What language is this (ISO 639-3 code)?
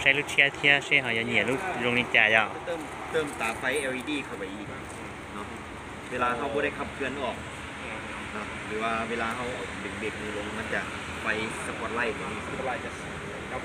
lao